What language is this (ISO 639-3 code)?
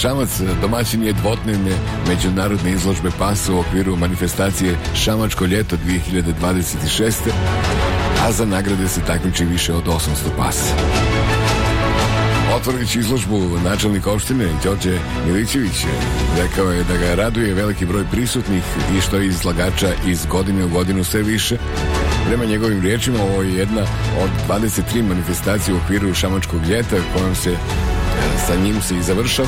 bos